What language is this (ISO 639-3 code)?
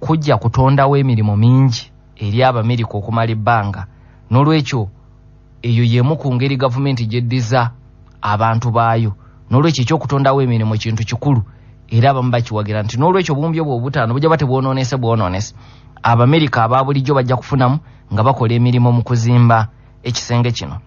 lug